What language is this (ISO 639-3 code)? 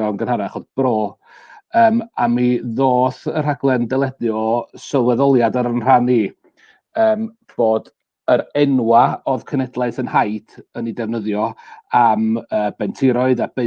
cym